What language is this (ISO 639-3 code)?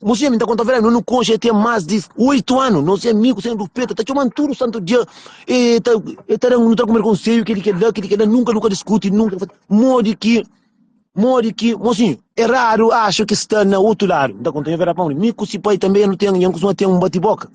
kea